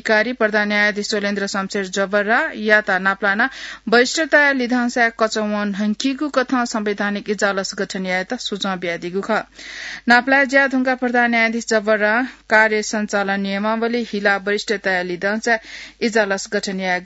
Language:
Newari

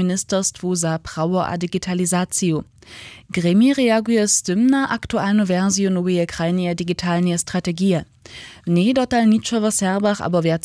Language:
Upper Sorbian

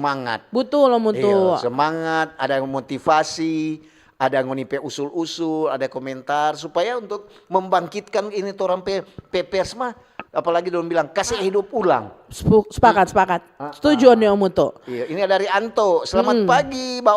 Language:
Manado Malay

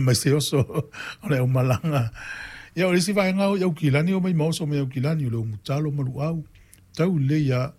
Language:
Samoan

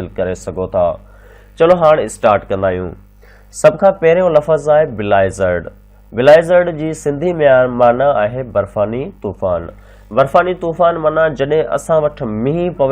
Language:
Sindhi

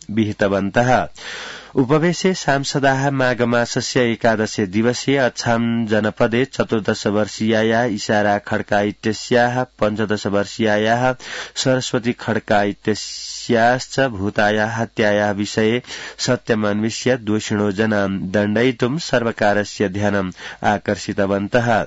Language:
Sanskrit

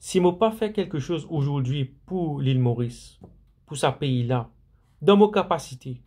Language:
Morisyen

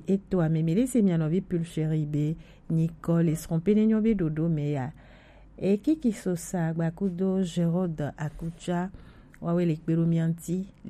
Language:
Gen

